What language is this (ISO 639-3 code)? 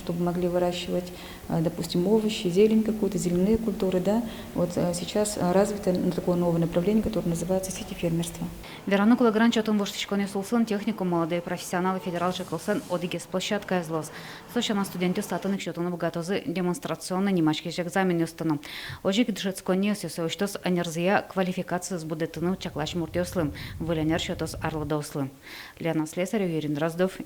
udm